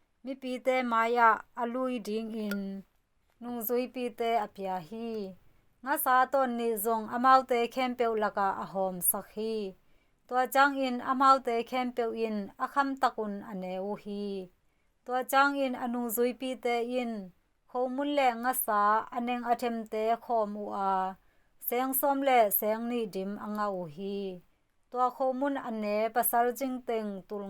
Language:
Tedim Chin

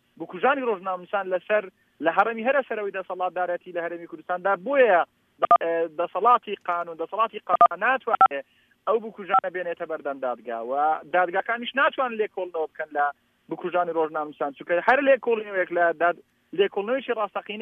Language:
Central Kurdish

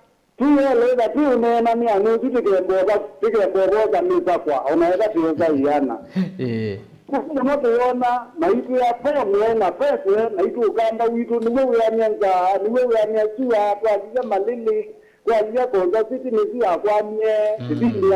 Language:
Kamba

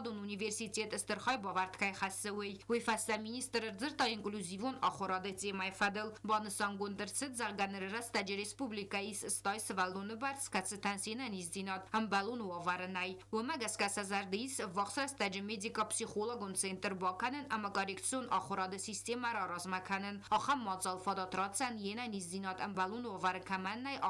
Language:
Ossetic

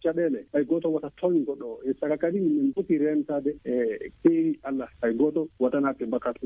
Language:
Fula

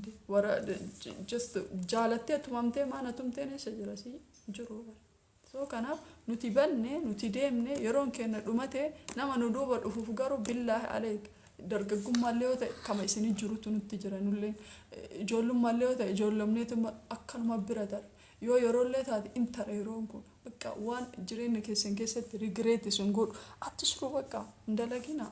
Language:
Oromo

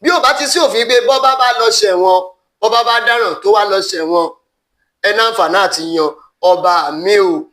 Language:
Yoruba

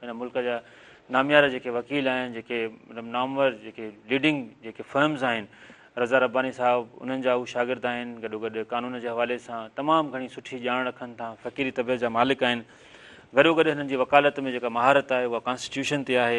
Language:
Sindhi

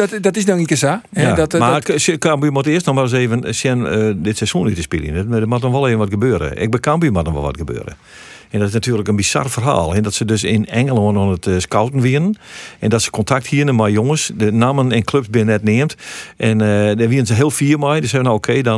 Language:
Western Frisian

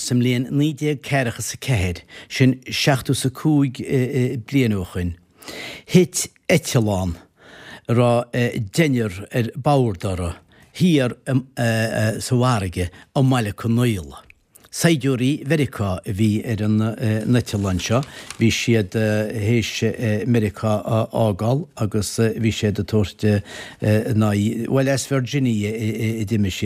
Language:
Irish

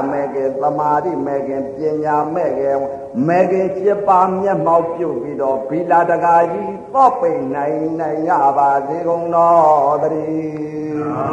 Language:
Burmese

